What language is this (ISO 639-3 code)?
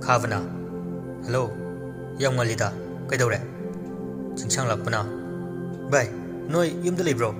mni